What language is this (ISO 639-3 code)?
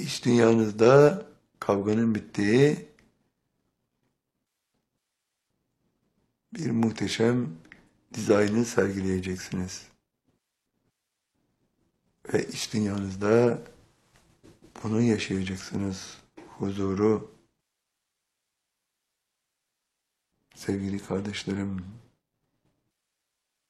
tur